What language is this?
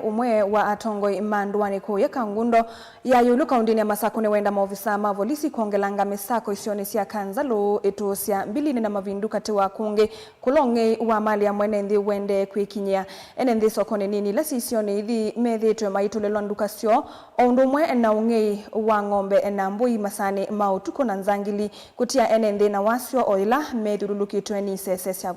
Kamba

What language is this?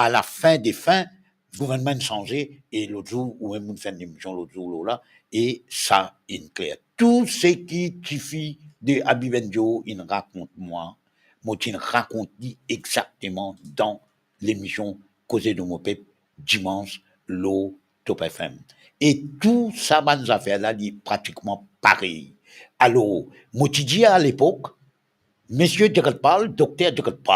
Morisyen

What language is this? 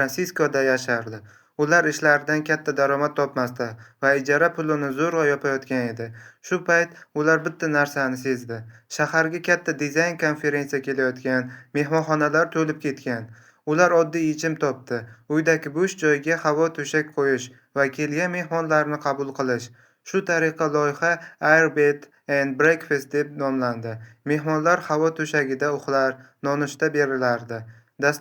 Uzbek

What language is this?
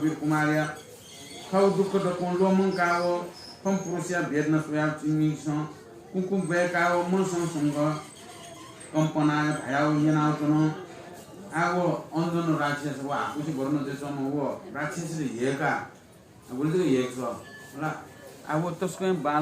Newari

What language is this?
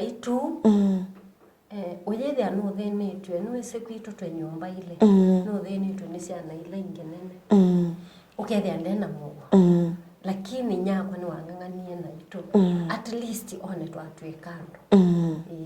Kamba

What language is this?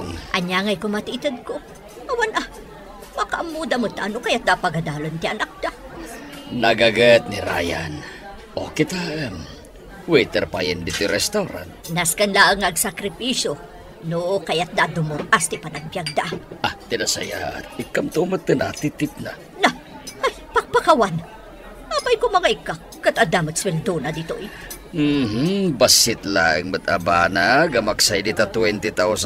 Iloko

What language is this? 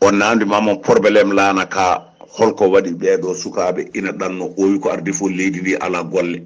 Fula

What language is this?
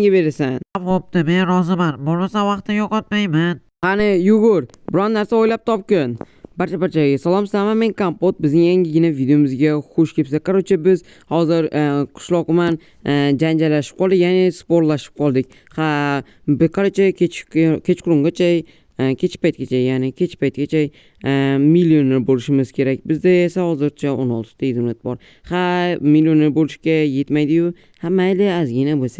Uzbek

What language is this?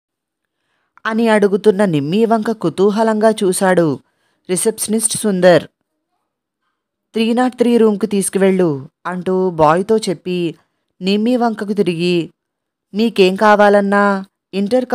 Telugu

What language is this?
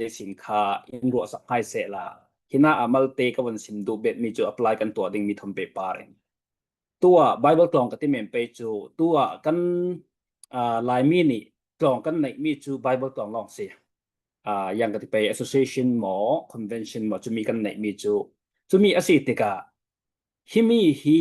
Falam Chin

